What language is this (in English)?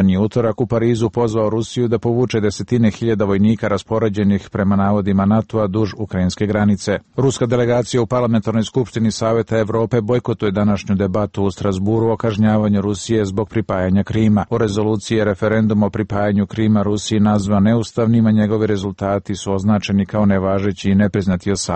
Serbian